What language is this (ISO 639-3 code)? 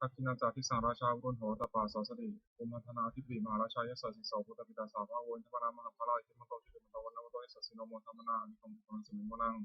pli